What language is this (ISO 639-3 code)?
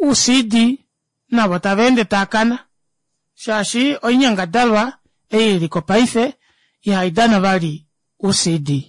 kua